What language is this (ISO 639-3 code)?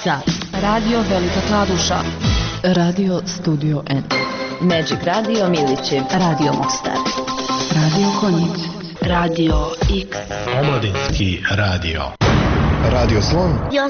bos